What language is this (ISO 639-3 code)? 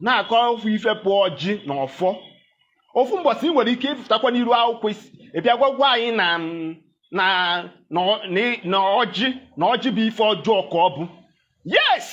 ibo